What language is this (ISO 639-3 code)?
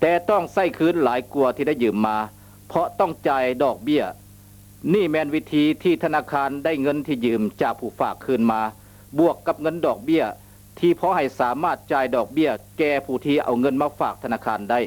lao